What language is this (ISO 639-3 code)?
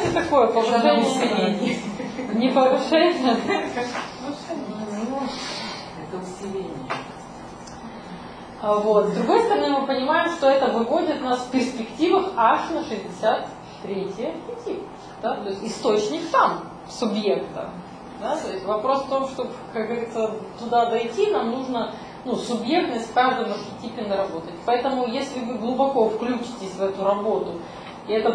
rus